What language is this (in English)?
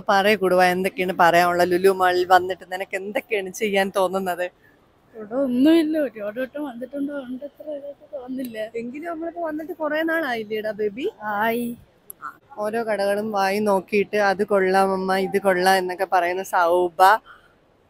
Malayalam